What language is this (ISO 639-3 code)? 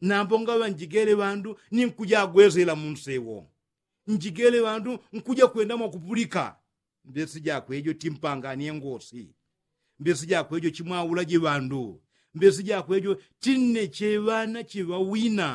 yao